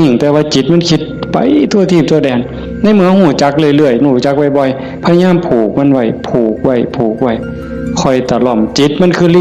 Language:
Northeastern Thai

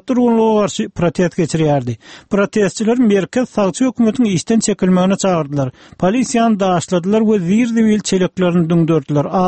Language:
Turkmen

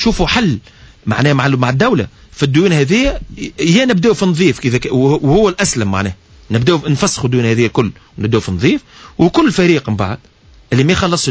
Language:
Tunisian Arabic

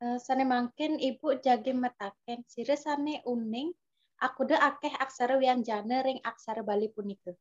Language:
Balinese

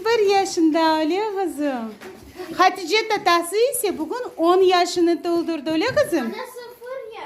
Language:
Crimean Tatar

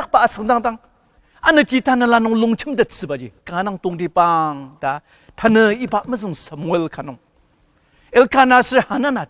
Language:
Ao Naga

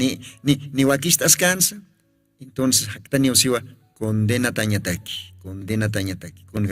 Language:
Aymara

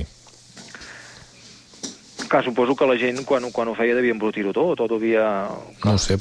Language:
Catalan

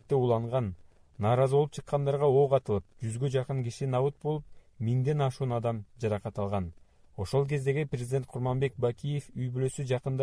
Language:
Kyrgyz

